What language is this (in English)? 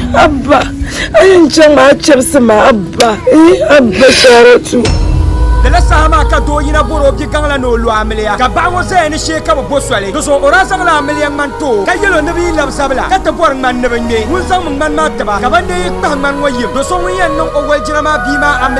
Dagbani